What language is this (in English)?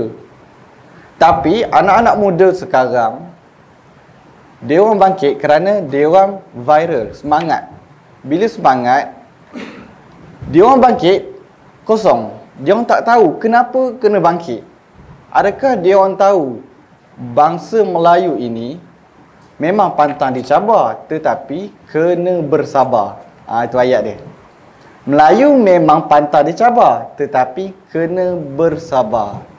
Malay